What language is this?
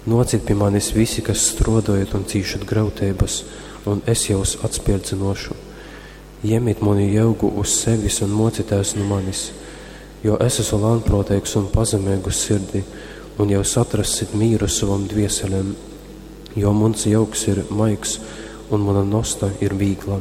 Latgalian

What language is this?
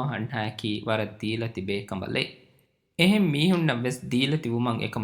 Divehi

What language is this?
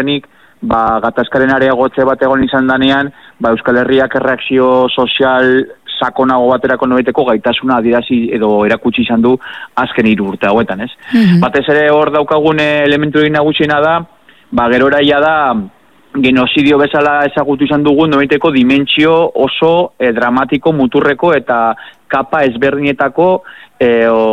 Basque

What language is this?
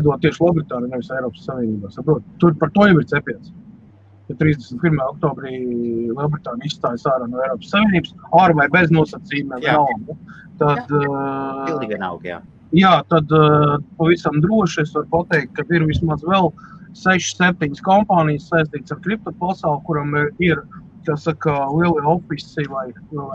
Latvian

